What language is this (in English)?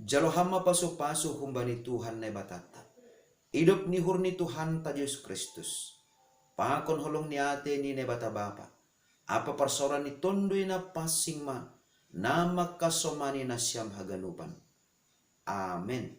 Batak Simalungun